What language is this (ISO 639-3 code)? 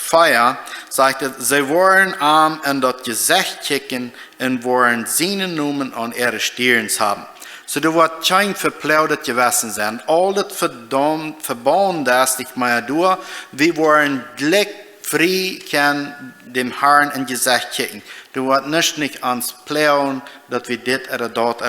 pdt